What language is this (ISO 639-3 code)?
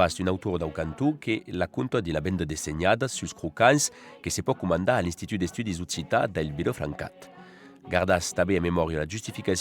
oci